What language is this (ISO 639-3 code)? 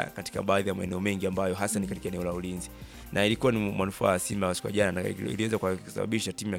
swa